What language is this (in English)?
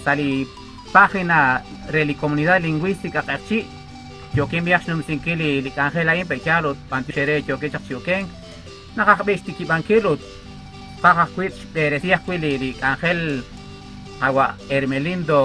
Kekchí